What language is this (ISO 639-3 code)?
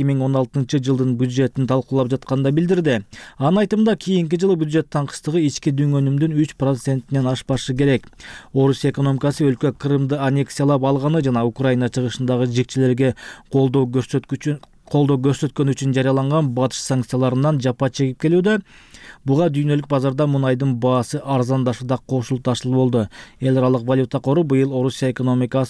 kir